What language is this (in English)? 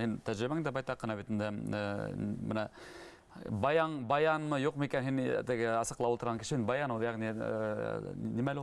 Bashkir